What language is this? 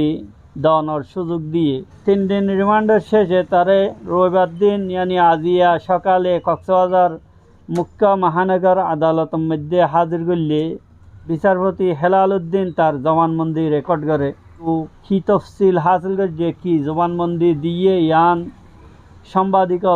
Rohingya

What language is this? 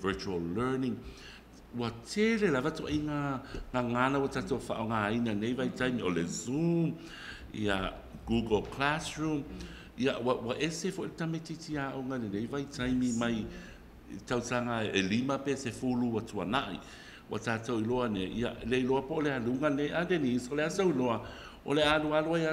Samoan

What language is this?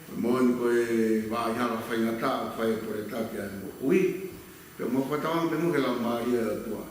Tongan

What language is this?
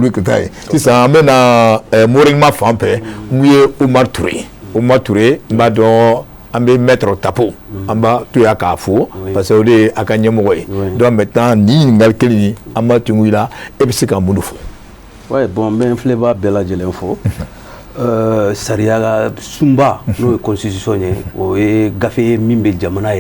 Bambara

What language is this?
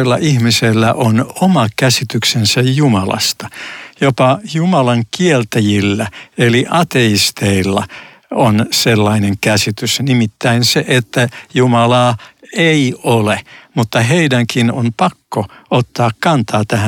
Finnish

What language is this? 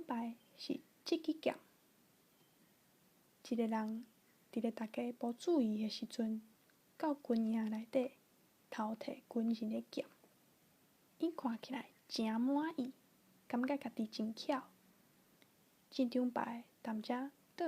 Min Nan Chinese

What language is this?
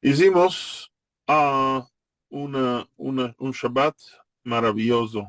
Ladino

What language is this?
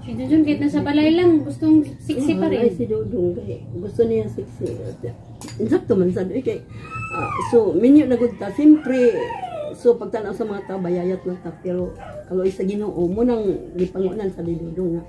Cebuano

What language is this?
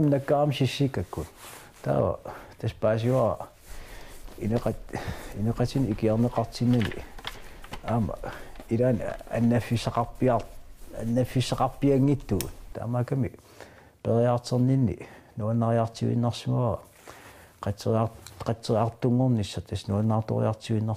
Kalaallisut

